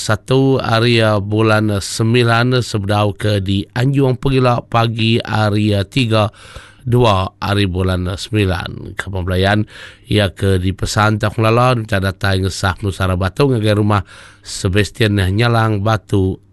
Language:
Iban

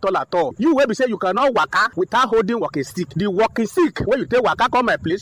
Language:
Nigerian Pidgin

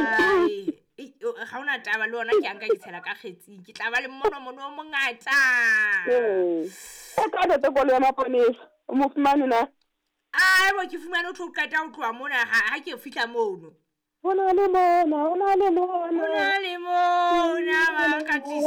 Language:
Southern Sotho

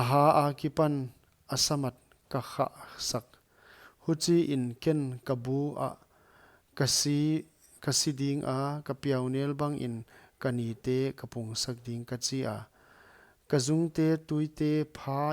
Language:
Paite Chin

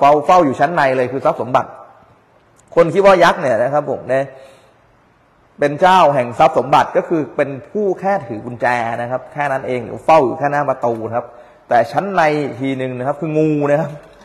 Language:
Thai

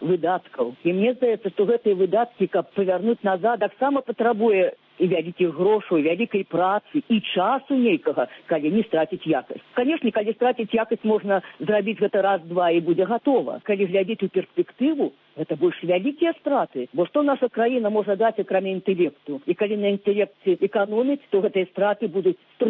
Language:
Belarusian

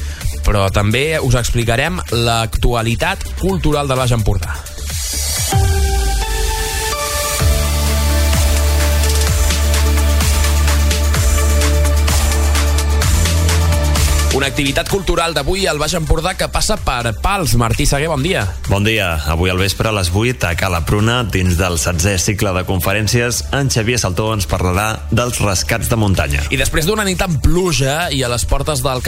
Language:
Catalan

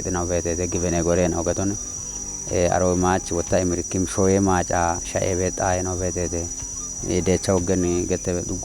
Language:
Kafa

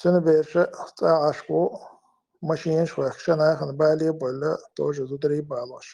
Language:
Chechen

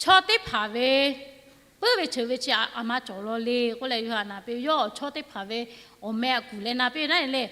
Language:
Lahu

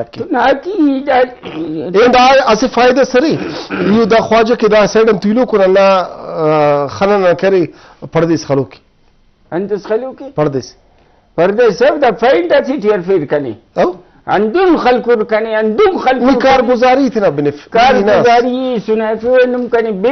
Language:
Brahui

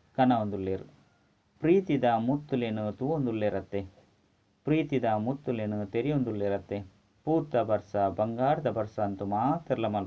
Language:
Tulu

